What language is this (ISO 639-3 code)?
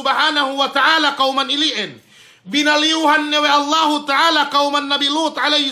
yka